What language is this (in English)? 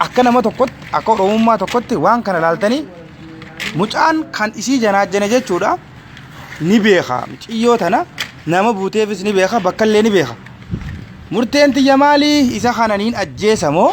Oromo